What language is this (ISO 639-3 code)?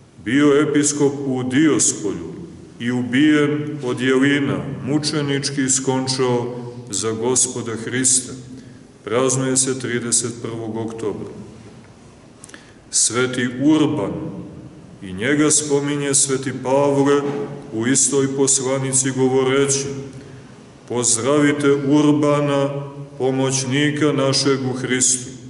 srp